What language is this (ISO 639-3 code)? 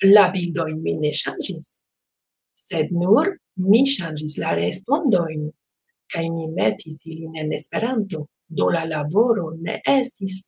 epo